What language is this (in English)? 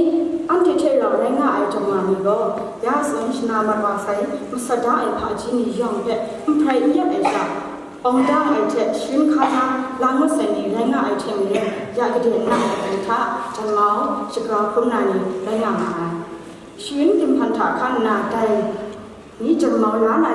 Kachin